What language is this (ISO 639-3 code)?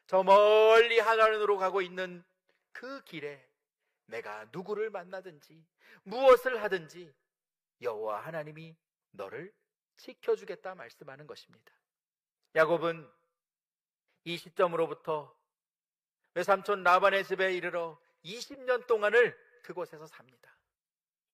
kor